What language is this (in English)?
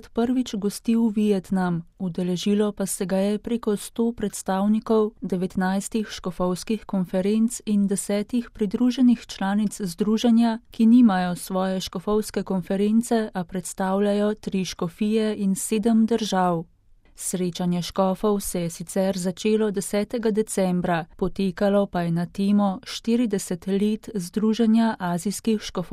Slovenian